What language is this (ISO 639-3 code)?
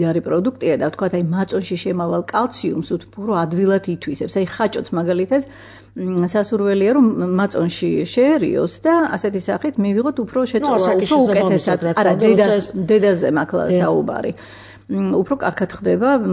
kat